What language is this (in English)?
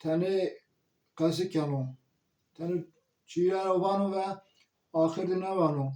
Zaza